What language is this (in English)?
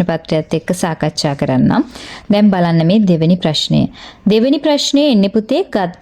Sinhala